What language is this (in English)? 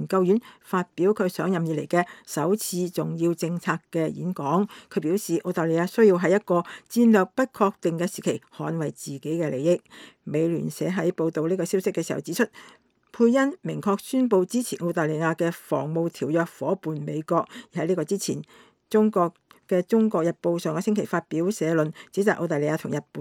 Cantonese